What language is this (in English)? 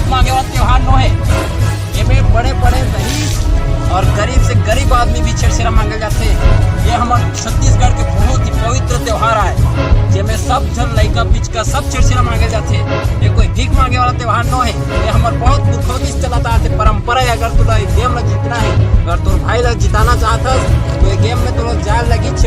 Chhattisgarhi